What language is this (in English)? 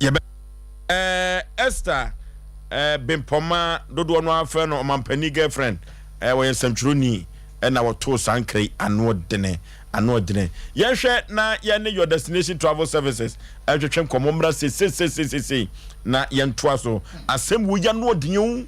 Akan